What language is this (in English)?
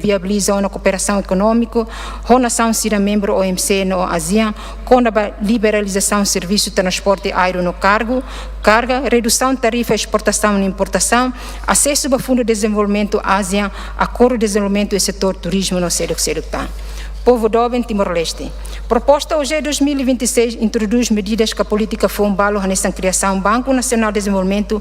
Tetum